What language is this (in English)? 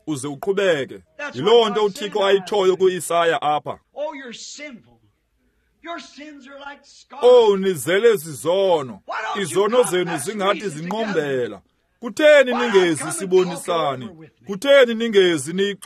Xhosa